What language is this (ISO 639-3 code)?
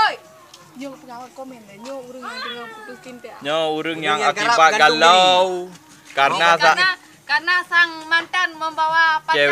ace